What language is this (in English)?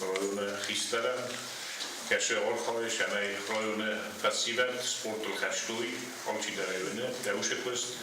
Ossetic